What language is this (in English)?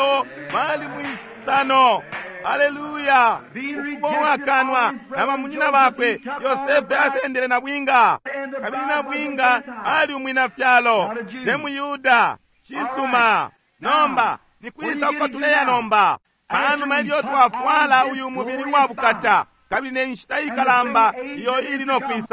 Bemba